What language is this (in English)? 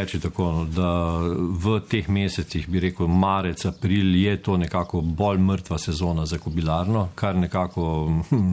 Slovenian